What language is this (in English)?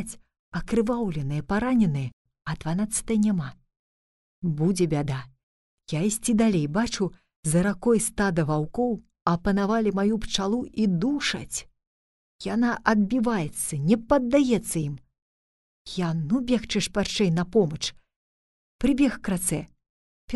Belarusian